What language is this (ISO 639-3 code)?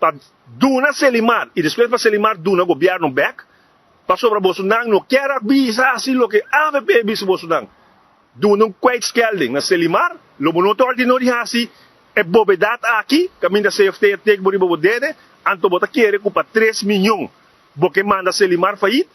pap